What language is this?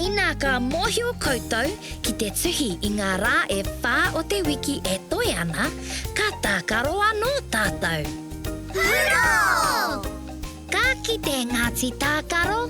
Māori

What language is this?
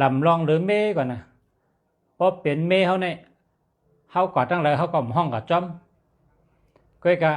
Shan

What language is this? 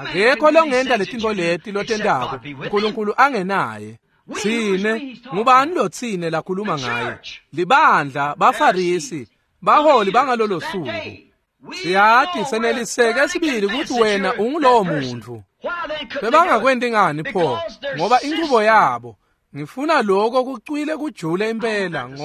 Swati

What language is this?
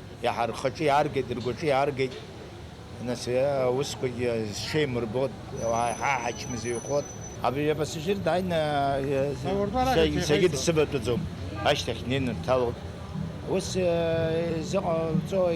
Abkhazian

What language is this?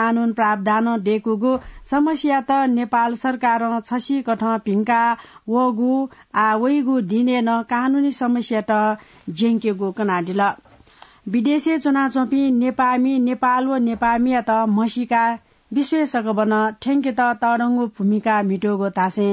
Newari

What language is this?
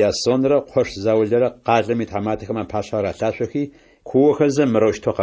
Adyghe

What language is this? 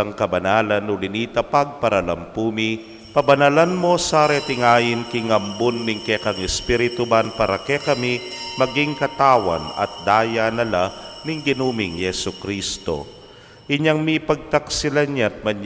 Pampanga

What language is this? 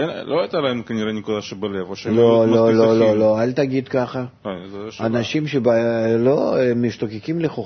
Hebrew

